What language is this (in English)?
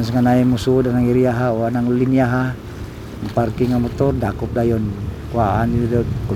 Cebuano